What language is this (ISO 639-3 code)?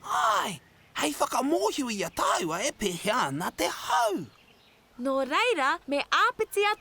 mri